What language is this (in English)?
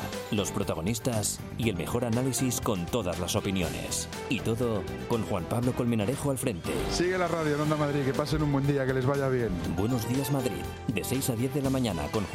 Spanish